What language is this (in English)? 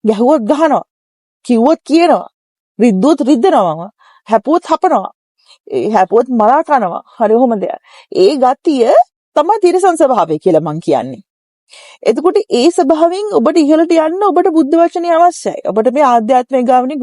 Sinhala